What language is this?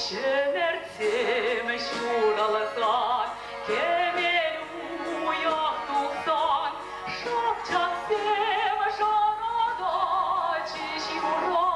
Chuvash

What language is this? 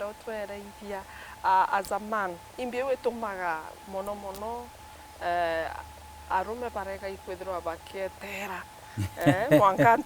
Meru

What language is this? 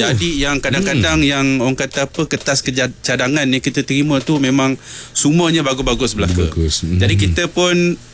Malay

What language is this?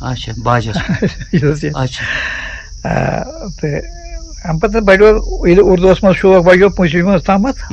Kashmiri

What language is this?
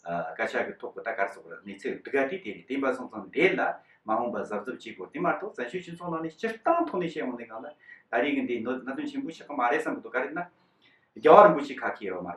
Tibetan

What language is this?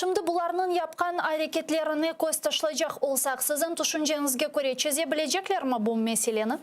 Crimean Tatar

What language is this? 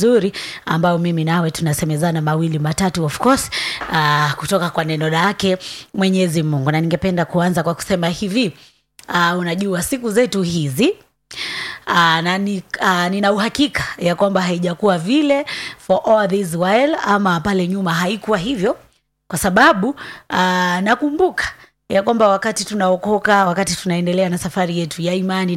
Swahili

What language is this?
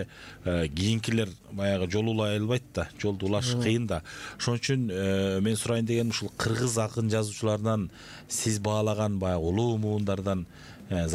Kyrgyz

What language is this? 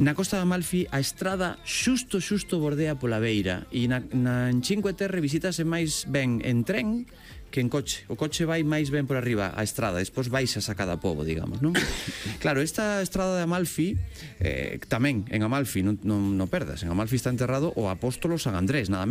Galician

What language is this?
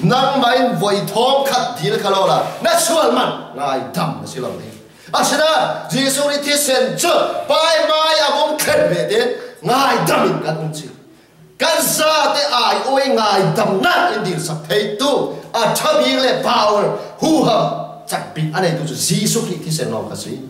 Falam Chin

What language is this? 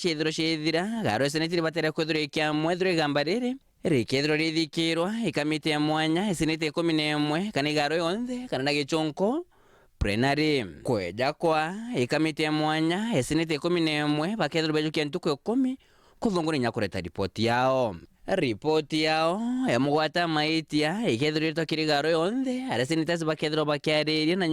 Meru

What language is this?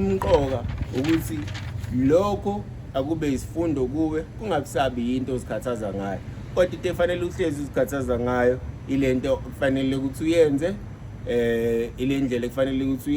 Zulu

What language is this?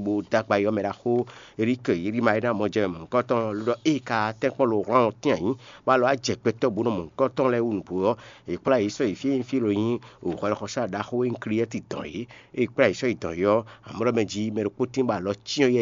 Fon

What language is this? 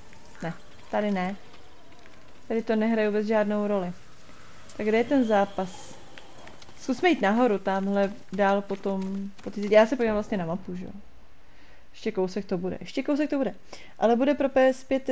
Czech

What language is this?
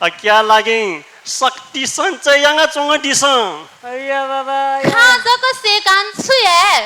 Newari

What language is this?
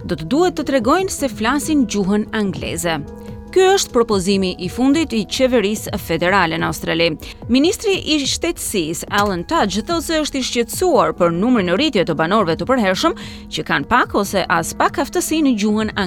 Albanian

